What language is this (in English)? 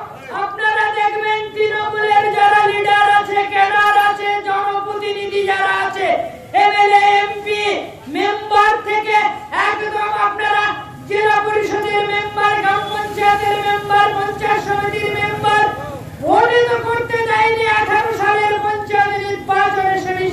Bangla